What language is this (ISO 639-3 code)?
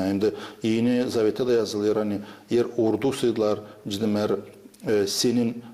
gag